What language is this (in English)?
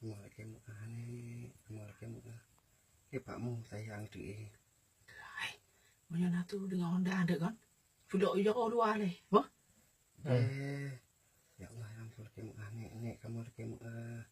Achinese